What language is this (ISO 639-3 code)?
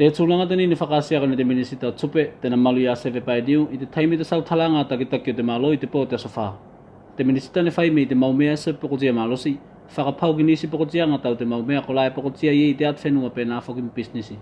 tvl